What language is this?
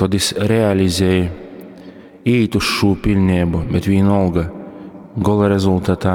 Latgalian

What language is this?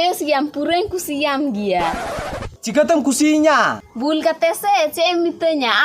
Santali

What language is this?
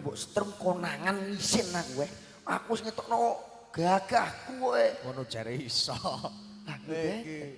Javanese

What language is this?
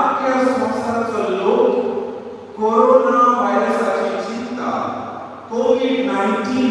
Konkani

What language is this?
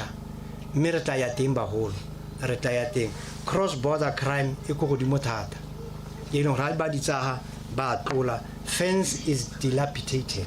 Tswana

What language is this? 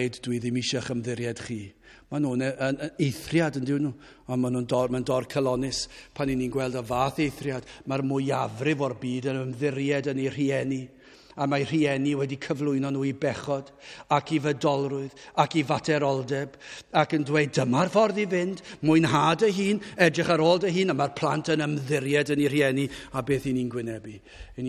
Welsh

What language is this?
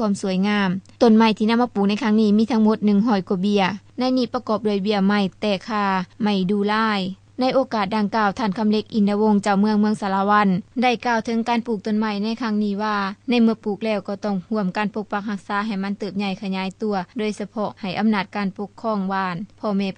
Lao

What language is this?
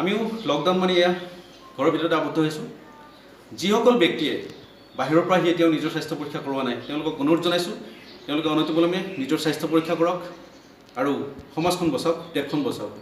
Assamese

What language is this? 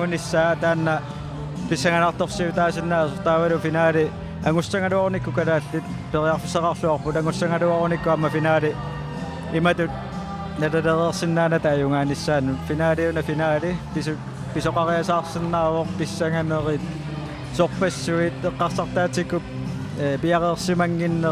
Kalaallisut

